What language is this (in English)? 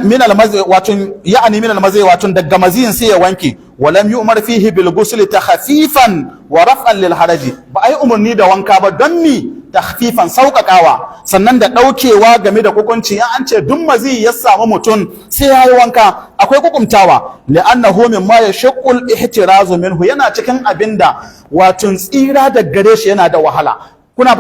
Hausa